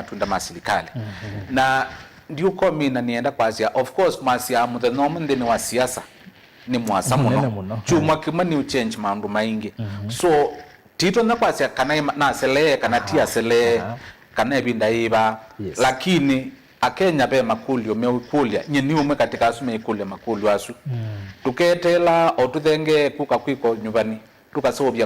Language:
Kamba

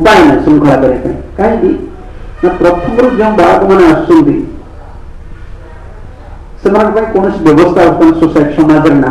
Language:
Odia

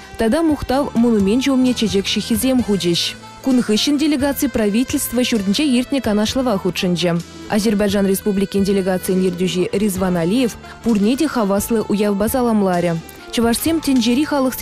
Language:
Chuvash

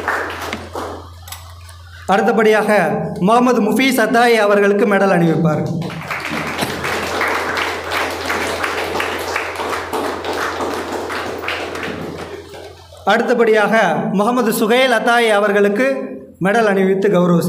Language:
Tamil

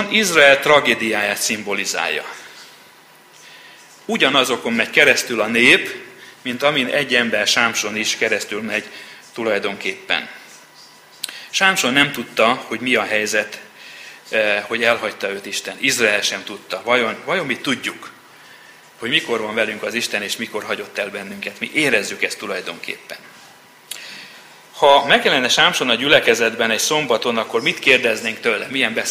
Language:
Hungarian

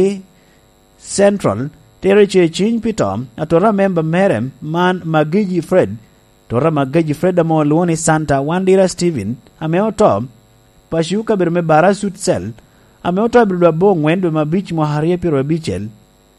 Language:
Lango (Uganda)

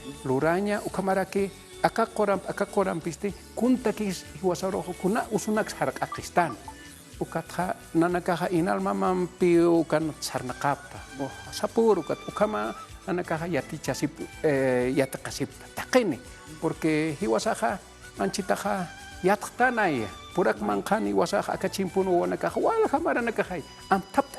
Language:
Aymara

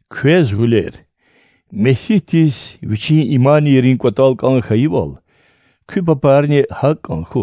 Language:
Lezghian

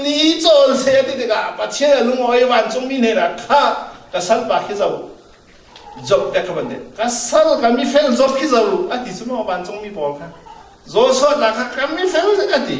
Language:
Falam Chin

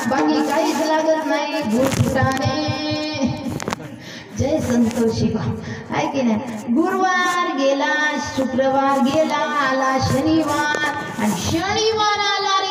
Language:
Marathi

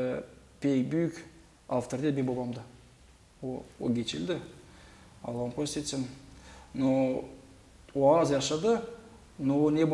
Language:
Gagauz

